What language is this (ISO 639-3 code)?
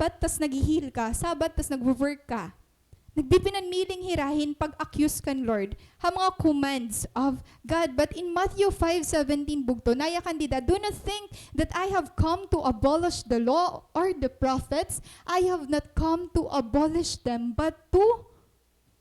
war